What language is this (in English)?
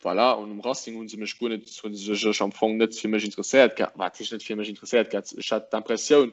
Luxembourgish